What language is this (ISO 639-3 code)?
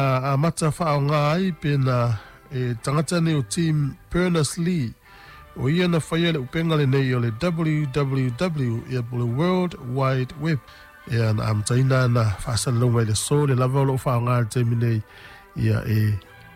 smo